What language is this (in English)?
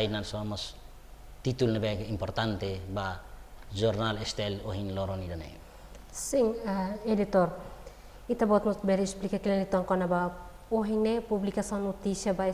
Tetum